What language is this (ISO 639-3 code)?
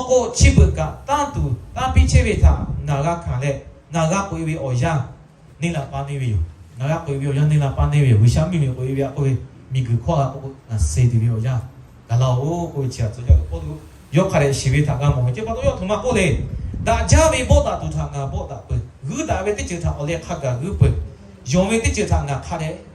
lhu